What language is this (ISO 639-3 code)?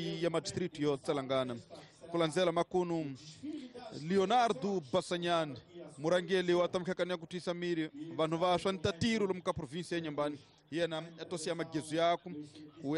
tso